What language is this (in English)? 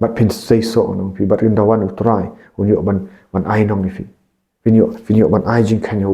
Khasi